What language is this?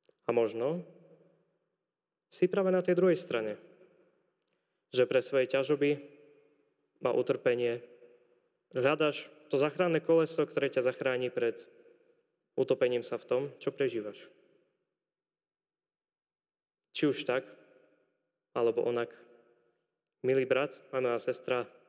Slovak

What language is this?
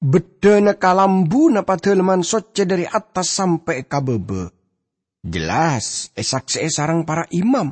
Madurese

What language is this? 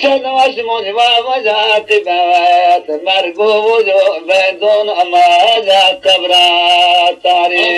Zaza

